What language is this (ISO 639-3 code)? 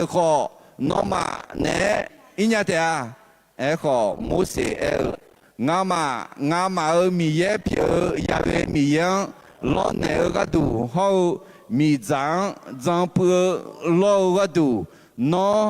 ahk